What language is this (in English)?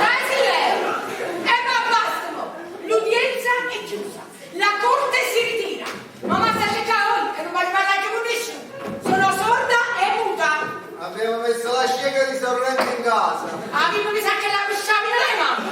Neapolitan